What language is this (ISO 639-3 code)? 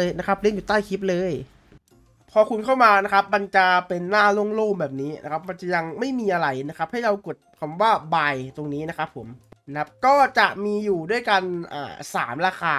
tha